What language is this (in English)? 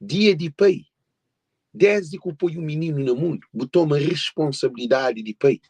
Kabuverdianu